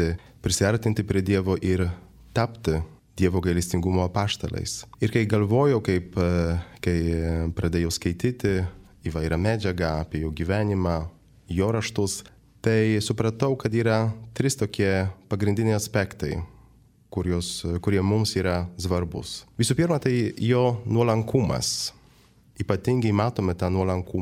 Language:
Lithuanian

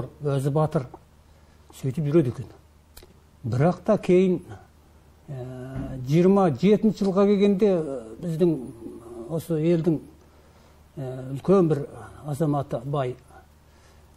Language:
Kazakh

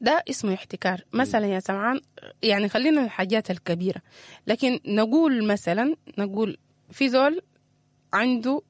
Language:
Sudanese Arabic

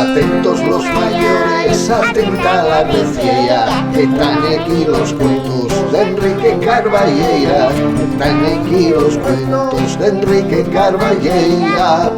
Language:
Asturian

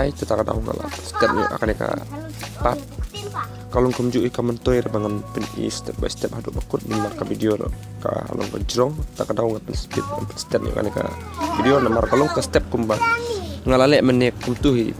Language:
Khasi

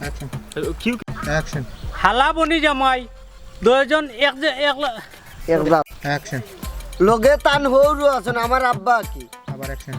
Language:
Sylheti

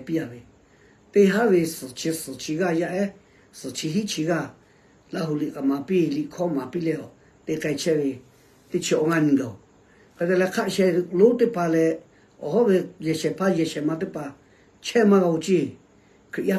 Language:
Lahu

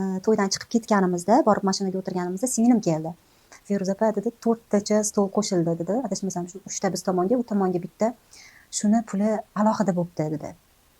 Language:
Uzbek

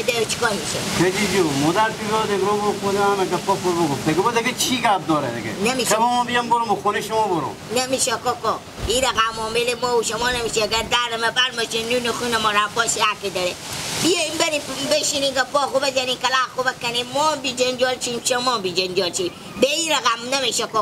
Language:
Persian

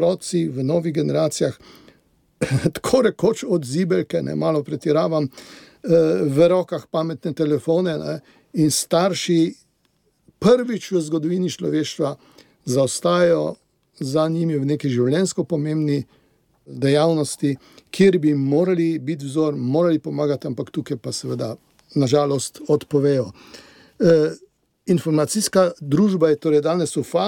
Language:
Slovenian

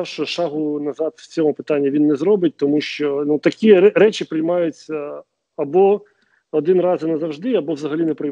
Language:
Ukrainian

